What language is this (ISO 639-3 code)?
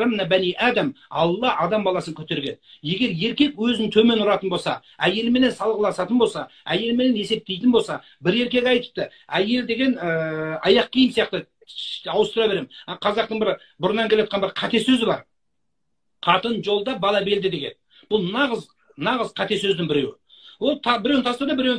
kaz